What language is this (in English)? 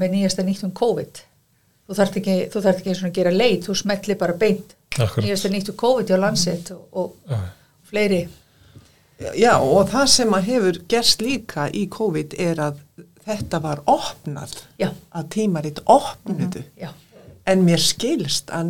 Icelandic